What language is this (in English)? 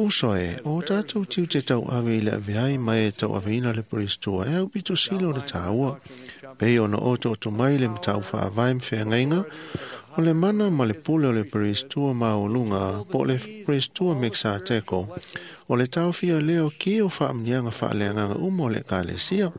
Samoan